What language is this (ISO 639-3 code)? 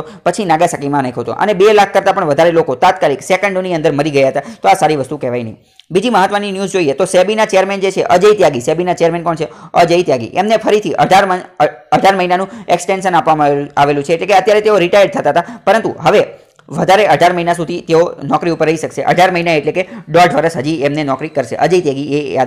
guj